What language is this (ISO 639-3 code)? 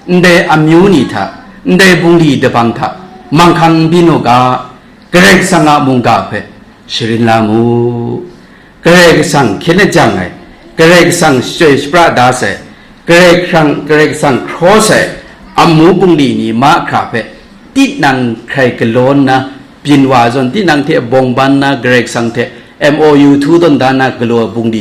kac